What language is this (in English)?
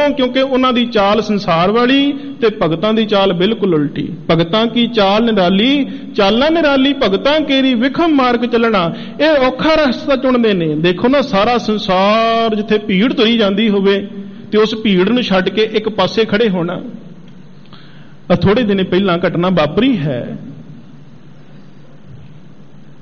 Punjabi